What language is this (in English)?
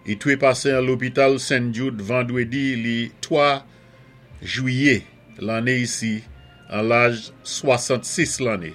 Saint Lucian Creole French